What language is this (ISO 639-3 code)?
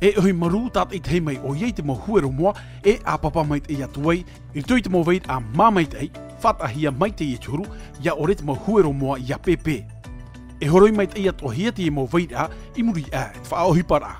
tah